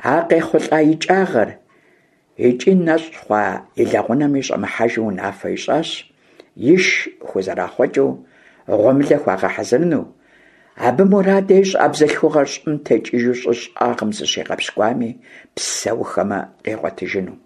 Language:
Kabardian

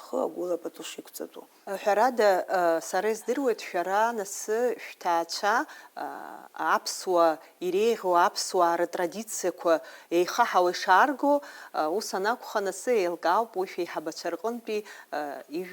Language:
Abkhazian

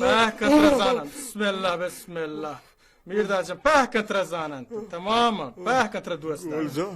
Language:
Baluchi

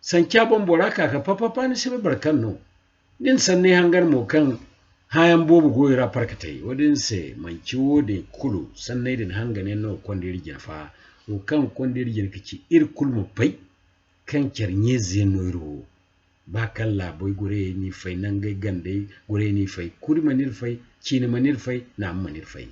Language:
Zarma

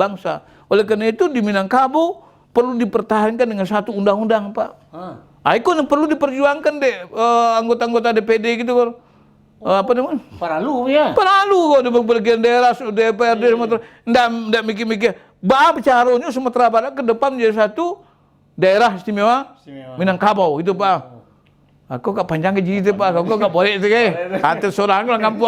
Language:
Minangkabau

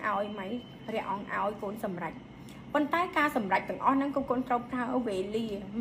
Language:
Khmer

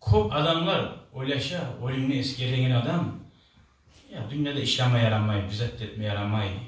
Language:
Kumyk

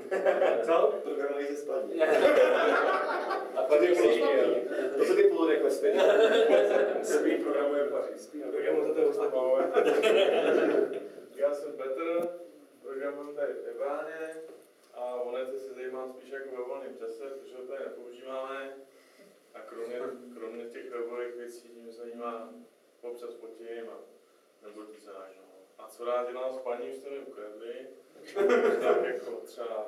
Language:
Czech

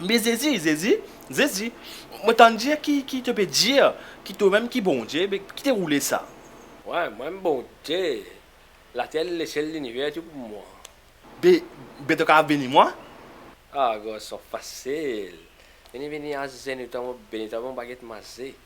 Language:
Morisyen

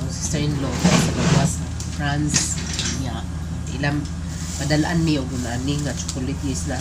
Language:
Cebuano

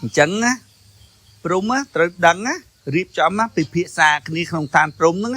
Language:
Khmer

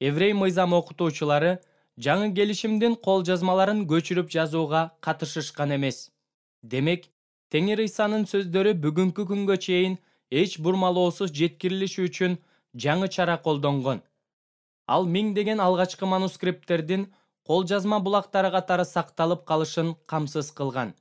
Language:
Kyrgyz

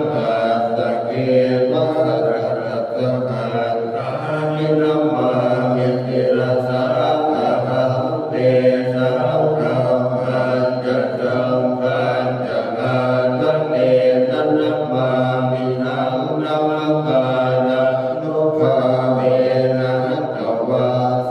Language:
Pali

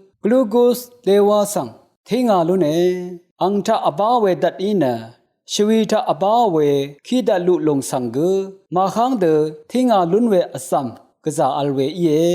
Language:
Rawang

